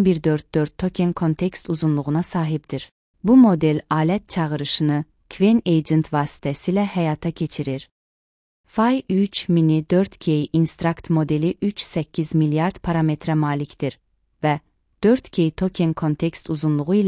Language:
Azerbaijani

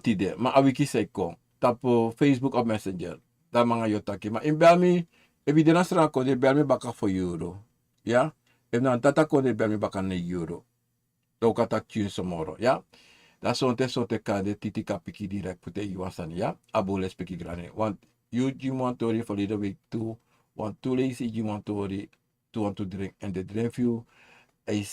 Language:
Sranan Tongo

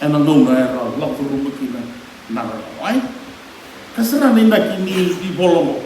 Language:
Fijian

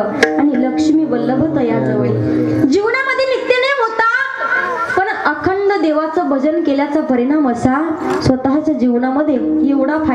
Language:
Marathi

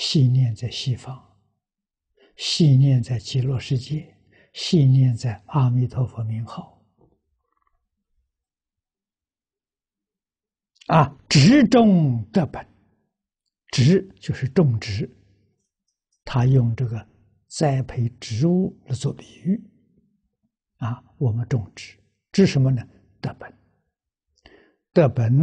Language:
Chinese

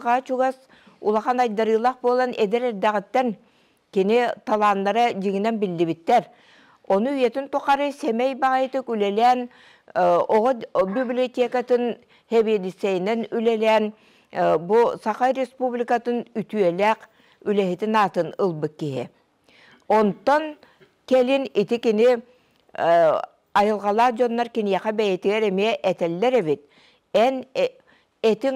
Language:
Yakut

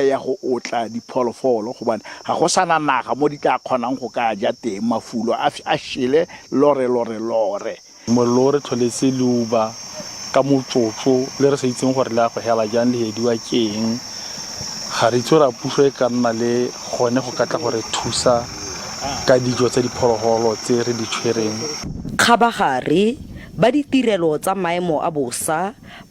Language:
Tswana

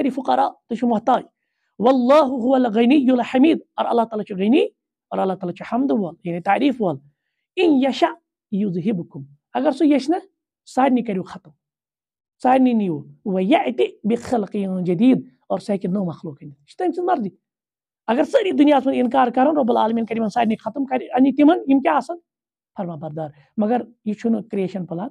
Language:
Kashmiri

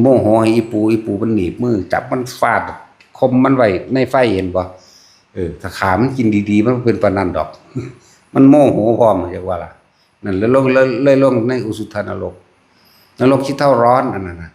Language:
Northeastern Thai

